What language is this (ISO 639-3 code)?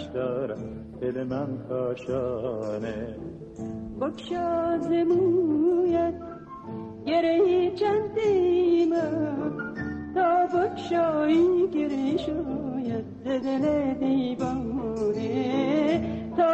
fas